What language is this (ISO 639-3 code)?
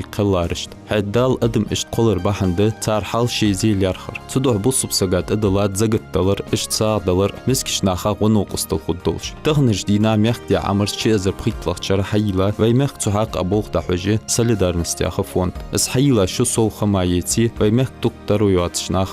inh